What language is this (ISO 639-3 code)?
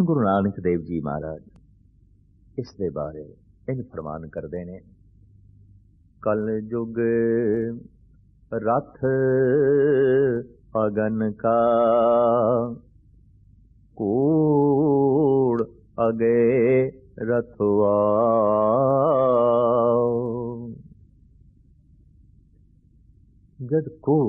pan